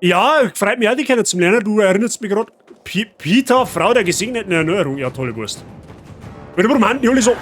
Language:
Bavarian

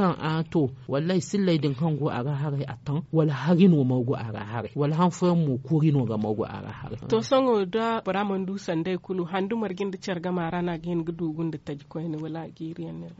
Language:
Zarma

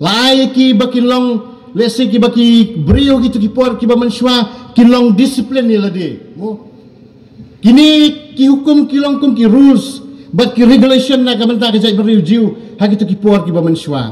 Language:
Khasi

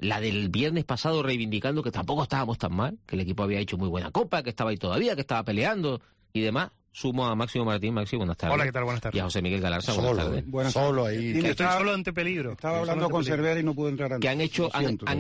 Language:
Spanish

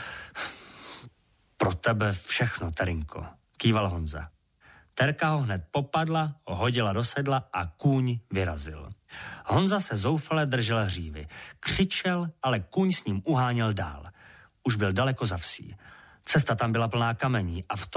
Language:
Czech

